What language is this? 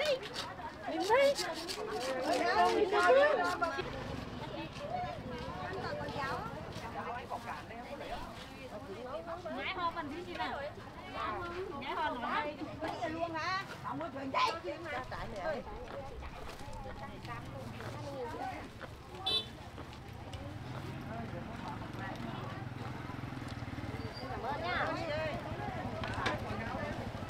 Vietnamese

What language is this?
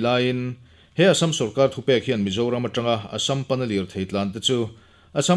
Mizo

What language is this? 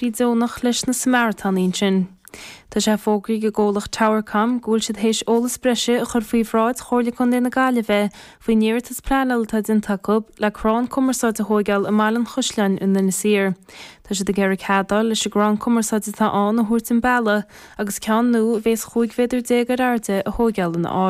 Irish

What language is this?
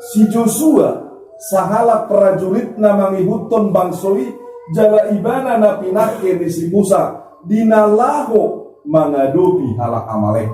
Batak Toba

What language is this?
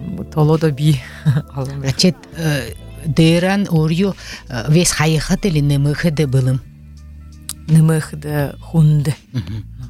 Buriat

